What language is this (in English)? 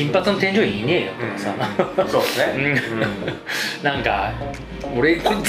Japanese